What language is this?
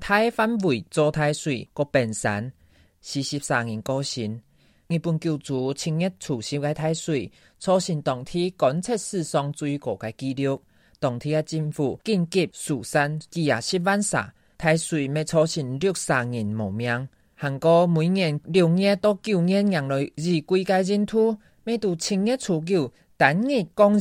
Hakka Chinese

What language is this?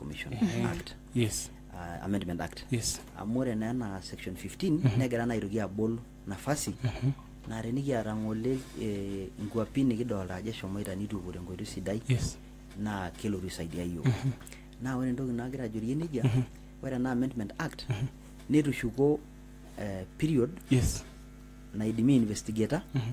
Masai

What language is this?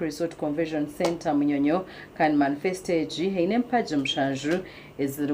Nyankole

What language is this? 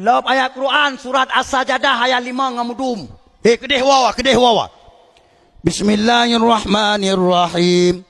Achinese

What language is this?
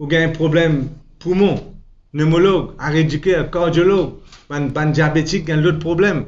Morisyen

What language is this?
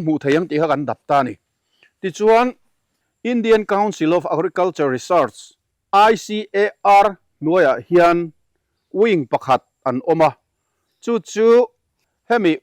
Mizo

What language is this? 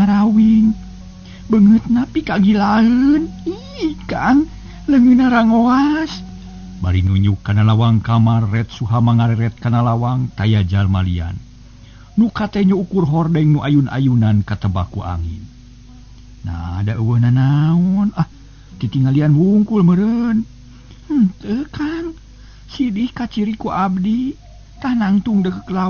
Sundanese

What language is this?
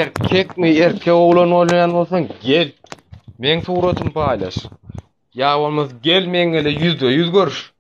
Turkmen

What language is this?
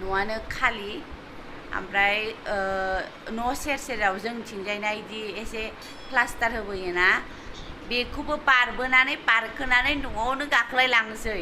Bodo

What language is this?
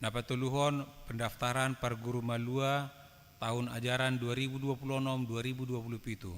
Batak Toba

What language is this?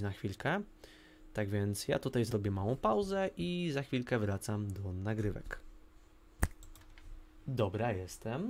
Polish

